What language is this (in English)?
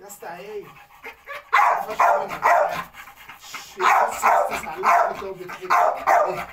Egyptian Arabic